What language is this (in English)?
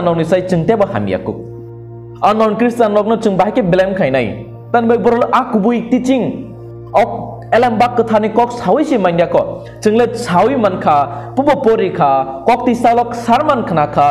Kok Borok